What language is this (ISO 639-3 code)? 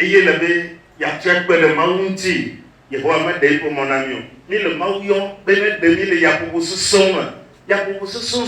ewe